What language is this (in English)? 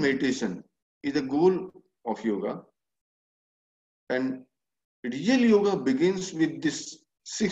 English